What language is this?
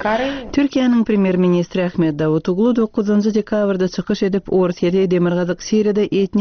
Turkmen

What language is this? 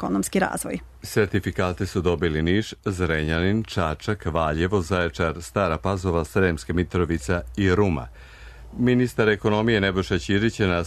Serbian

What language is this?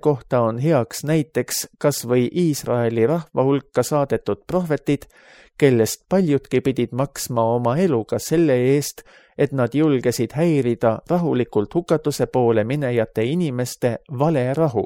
Estonian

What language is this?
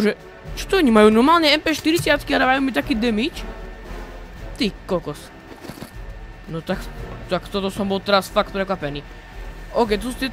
Slovak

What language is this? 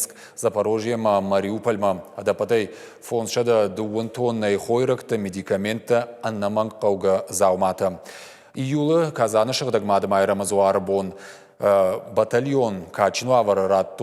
Ossetic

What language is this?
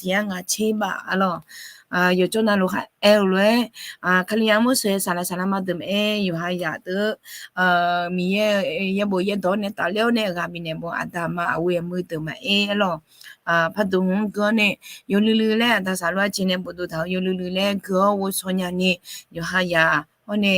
Akha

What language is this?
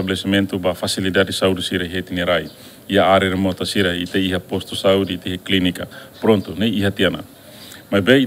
Tetum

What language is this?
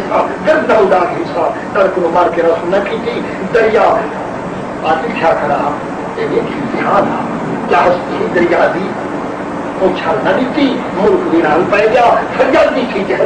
Saraiki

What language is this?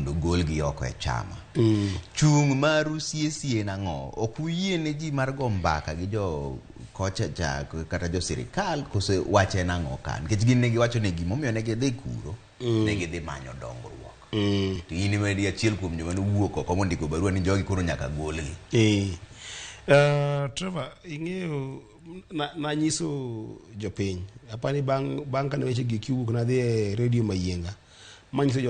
Luo (Kenya and Tanzania)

